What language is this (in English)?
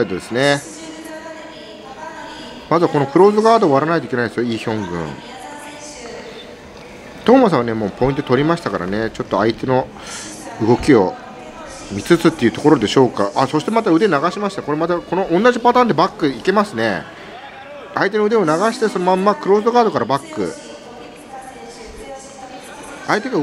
Japanese